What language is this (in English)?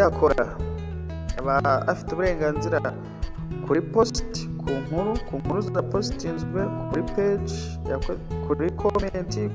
Kinyarwanda